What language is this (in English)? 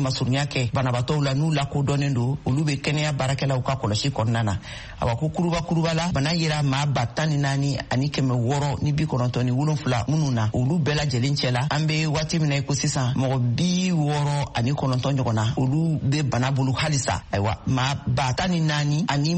Bambara